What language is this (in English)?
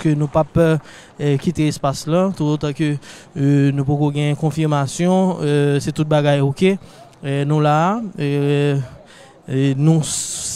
Haitian Creole